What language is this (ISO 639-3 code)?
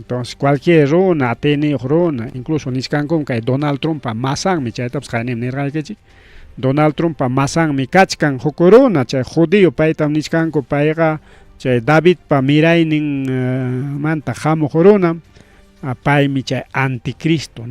quy